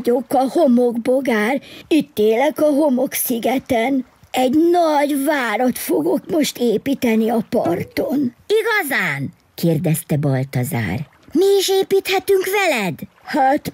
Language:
Hungarian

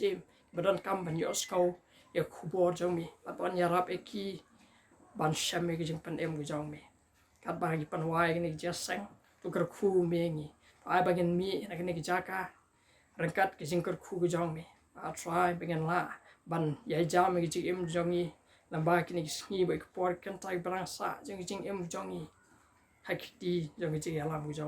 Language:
Khasi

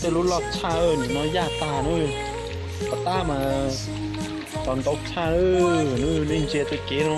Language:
Hmong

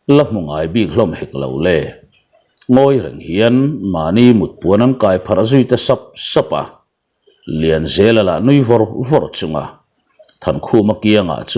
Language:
Mizo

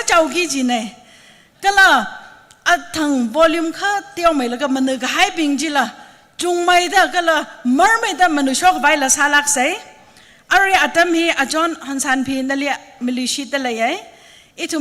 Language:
Tangkhul Naga (India)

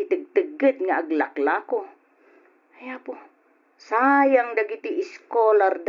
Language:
Iloko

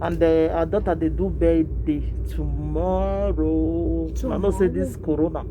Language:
Nigerian Pidgin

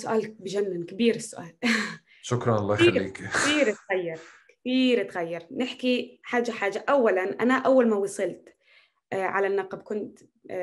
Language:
North Levantine Arabic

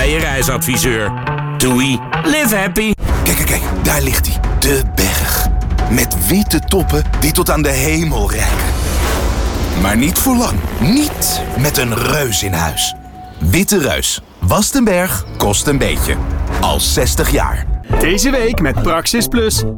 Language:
Dutch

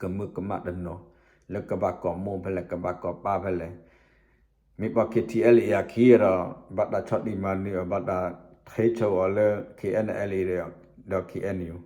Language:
S'gaw Karen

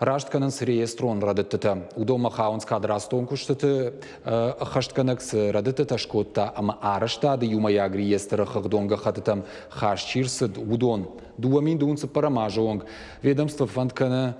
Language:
Ossetic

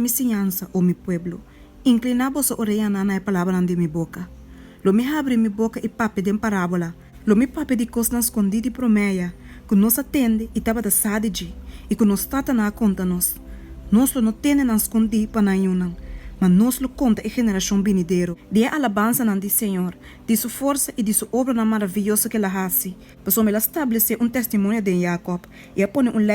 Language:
Papiamento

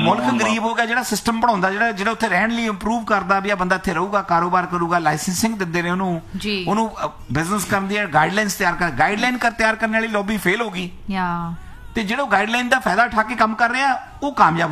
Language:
Punjabi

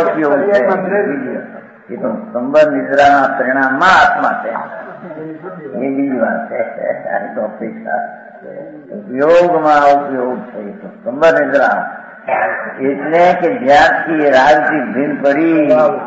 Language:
Gujarati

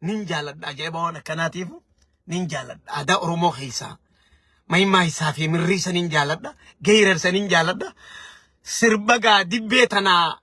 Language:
Oromo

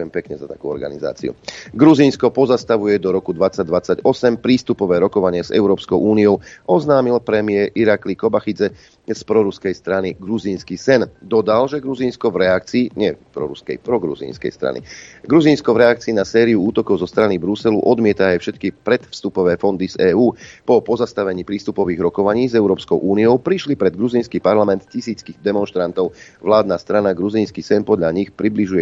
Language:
Slovak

